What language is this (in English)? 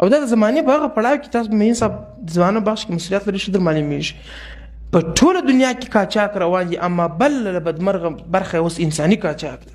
Pashto